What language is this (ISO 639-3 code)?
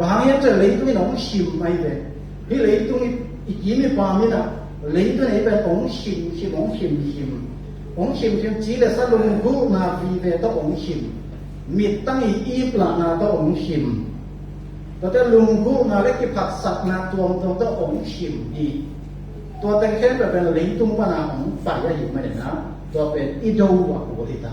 ctd